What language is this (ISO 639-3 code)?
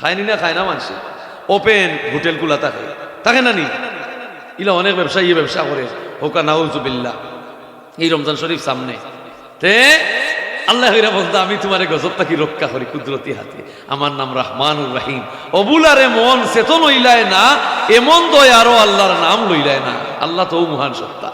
syl